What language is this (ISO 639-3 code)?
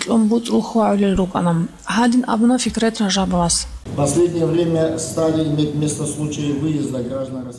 ava